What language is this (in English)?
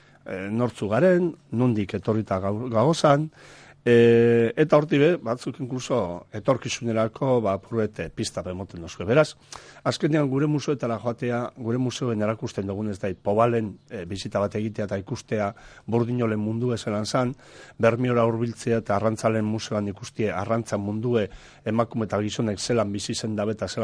Basque